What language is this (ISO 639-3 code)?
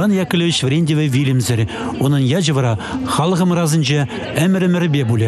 chv